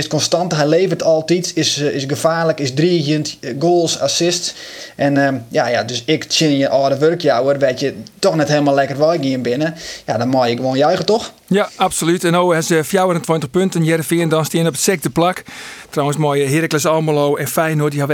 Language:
Western Frisian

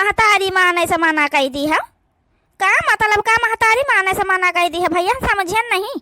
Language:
Awadhi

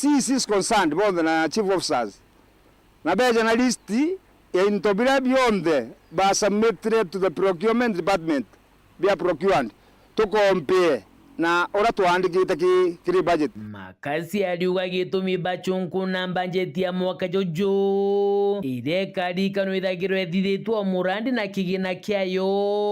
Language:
Meru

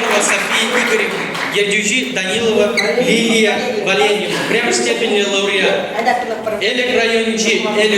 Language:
Chuvash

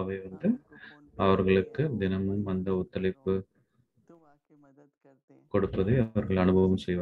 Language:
Tamil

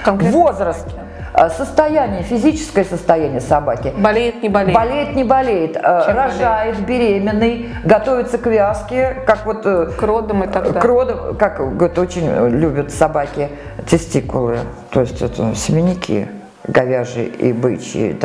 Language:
Russian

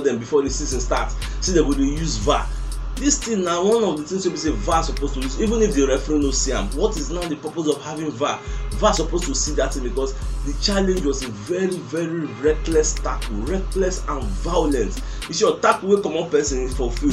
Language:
Nigerian Pidgin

